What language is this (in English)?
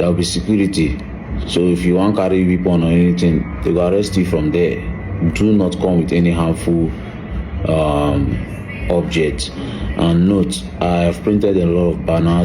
Nigerian Pidgin